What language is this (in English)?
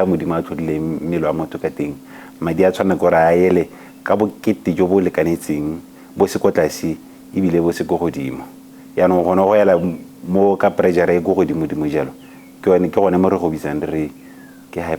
Tswana